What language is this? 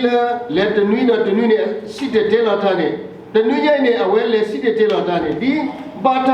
S'gaw Karen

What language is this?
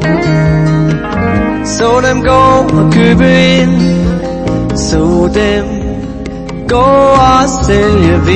Danish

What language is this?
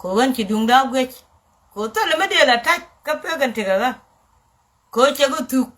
Nuer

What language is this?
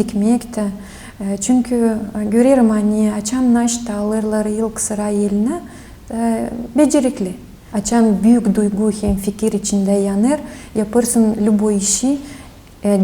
Gagauz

